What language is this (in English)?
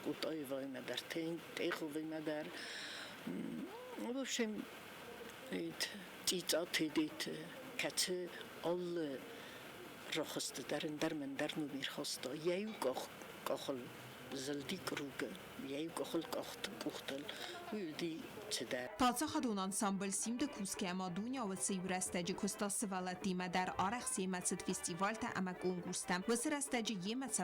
Ossetic